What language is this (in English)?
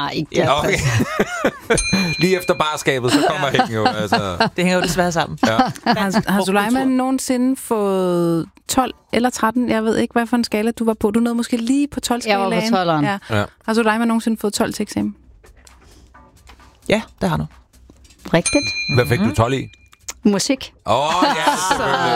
Danish